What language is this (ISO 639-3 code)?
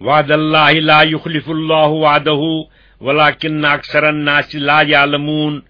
kas